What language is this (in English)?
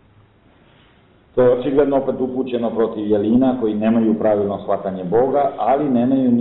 Serbian